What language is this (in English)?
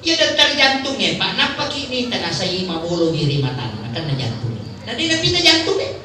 Buginese